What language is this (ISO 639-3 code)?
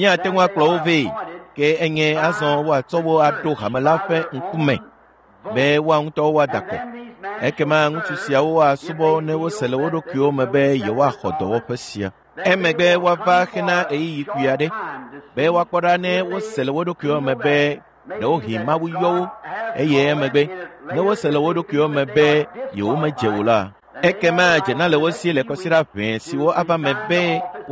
ewe